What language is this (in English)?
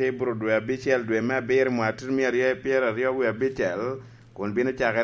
Lango (Uganda)